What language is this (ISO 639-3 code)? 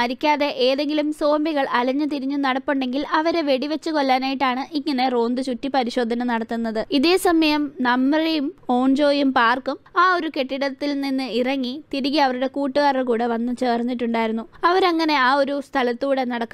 mal